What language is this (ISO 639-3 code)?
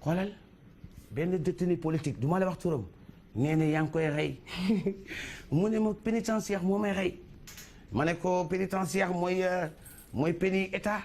wol